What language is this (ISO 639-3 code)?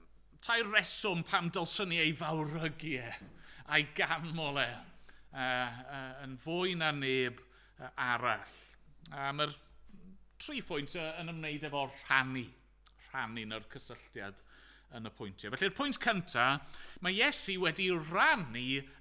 cym